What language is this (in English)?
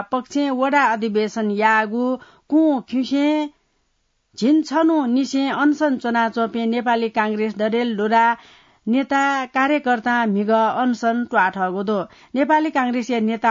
Newari